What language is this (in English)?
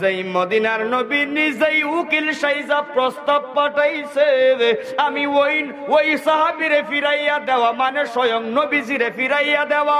Sylheti